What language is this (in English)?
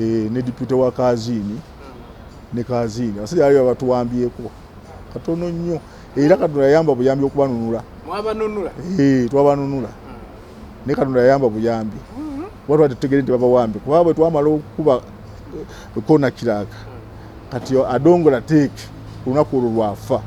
Ganda